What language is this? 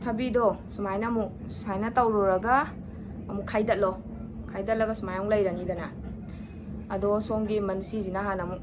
Manipuri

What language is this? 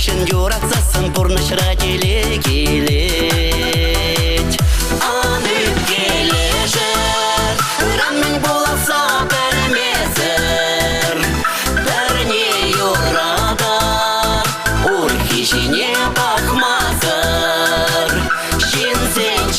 Chuvash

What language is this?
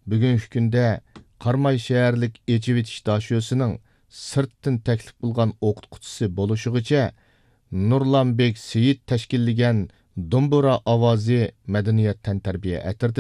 Uyghur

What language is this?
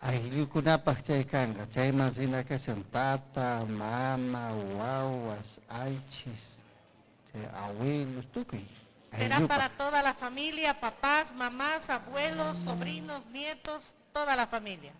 Ayacucho Quechua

